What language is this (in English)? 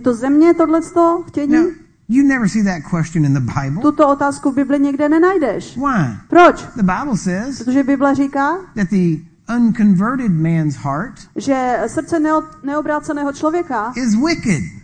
Czech